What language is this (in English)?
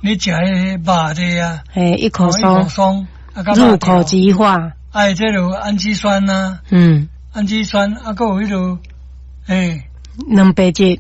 Min Nan Chinese